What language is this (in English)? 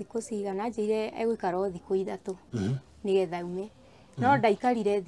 Kikuyu